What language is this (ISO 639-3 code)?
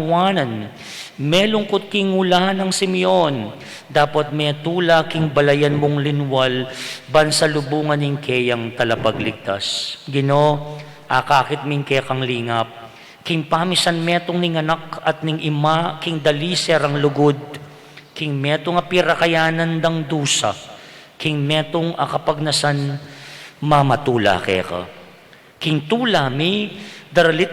pam